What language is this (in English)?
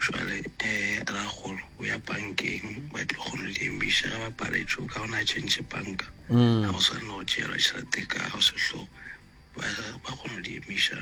Northern Sotho